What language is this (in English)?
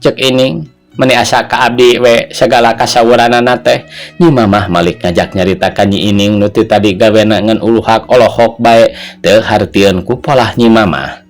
Sundanese